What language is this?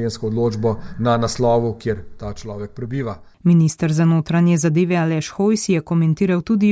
Slovenian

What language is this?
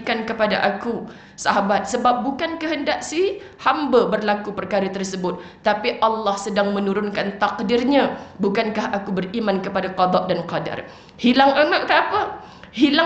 Malay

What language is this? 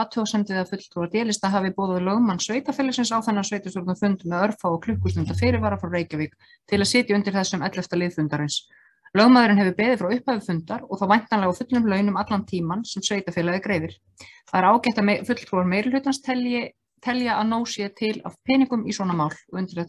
Icelandic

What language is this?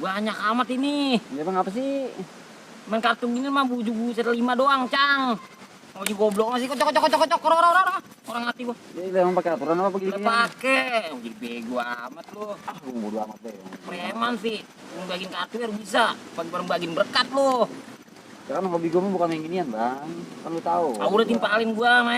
Betawi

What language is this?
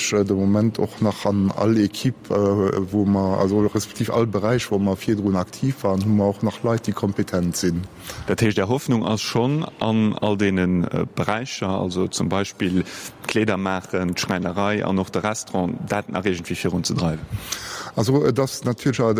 Luxembourgish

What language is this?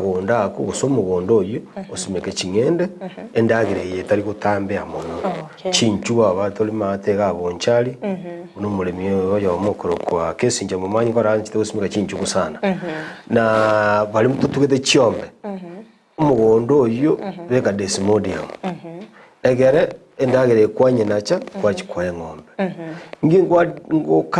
Gusii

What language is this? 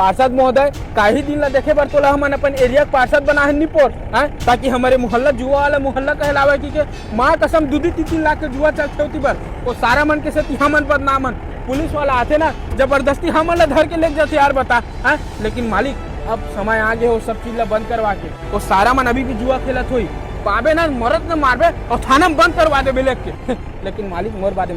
Chhattisgarhi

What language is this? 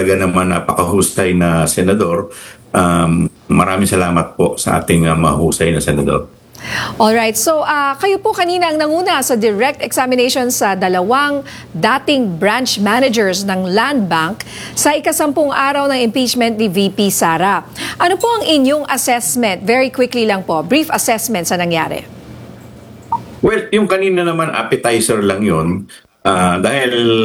Filipino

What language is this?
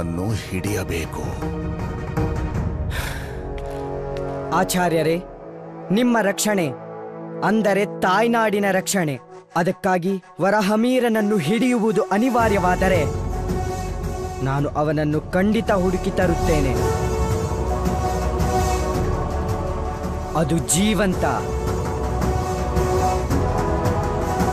Kannada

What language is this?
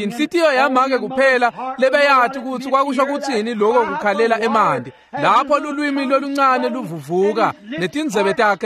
Swati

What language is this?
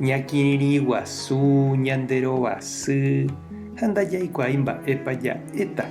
Guarani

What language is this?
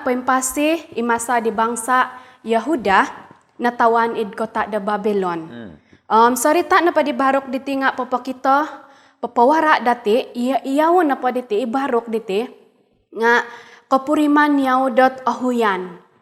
Central Dusun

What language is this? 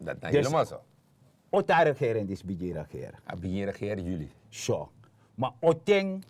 Sranan Tongo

